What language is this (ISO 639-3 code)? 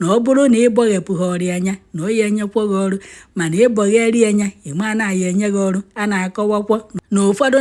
ibo